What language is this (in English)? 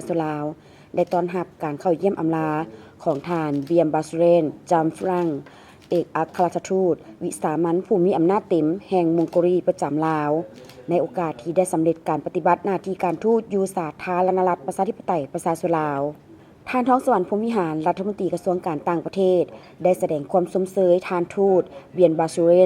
Lao